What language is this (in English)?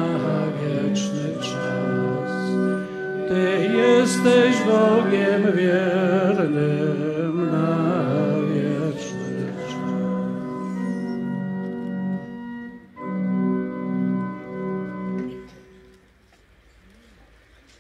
Polish